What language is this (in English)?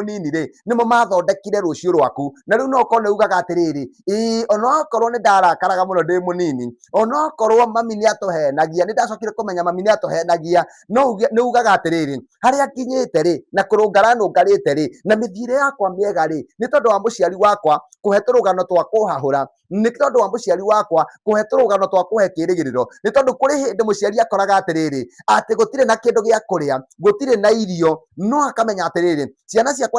Kikuyu